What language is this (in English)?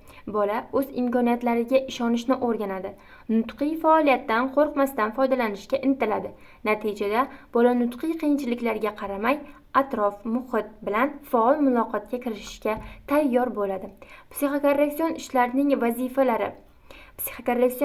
Uzbek